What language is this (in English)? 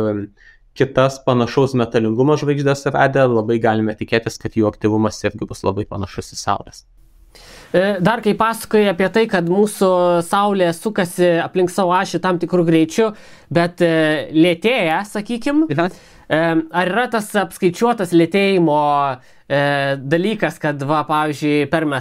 Lithuanian